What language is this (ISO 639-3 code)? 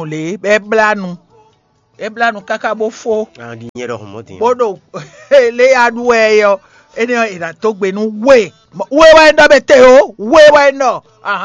fon